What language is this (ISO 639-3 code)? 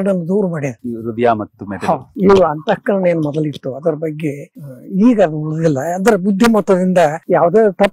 kan